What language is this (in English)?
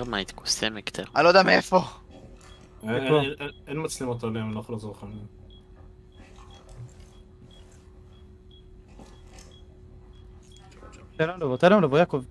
Hebrew